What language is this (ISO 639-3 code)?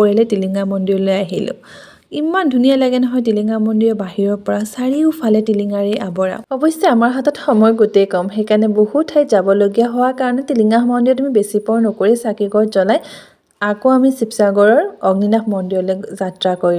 asm